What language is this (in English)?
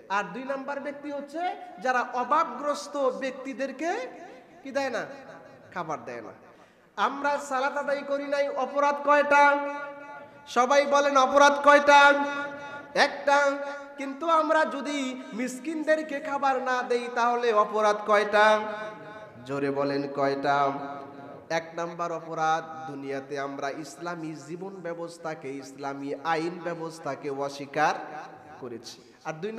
Bangla